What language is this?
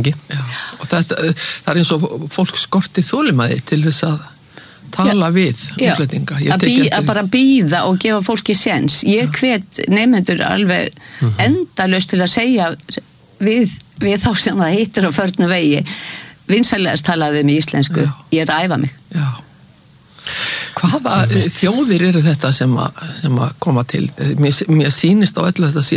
Icelandic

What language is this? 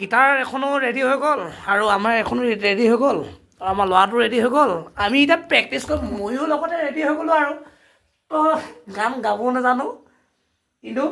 Assamese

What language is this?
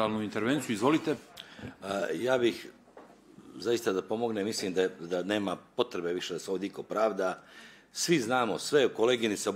Bosnian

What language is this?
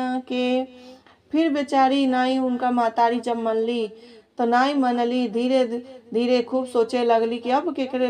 Bhojpuri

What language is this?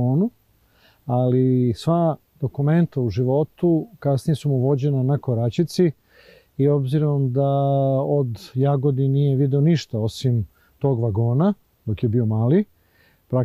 Serbian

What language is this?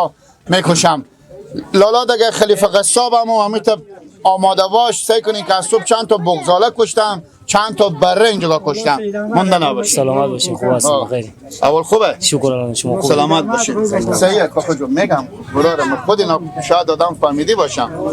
Persian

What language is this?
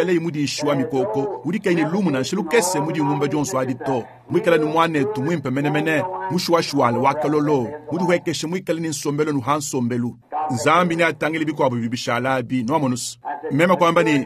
Luba-Lulua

